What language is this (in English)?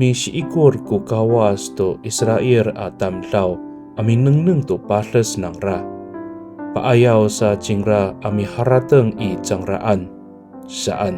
Amis